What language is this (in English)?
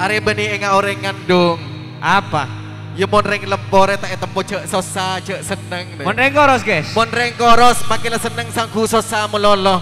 Madurese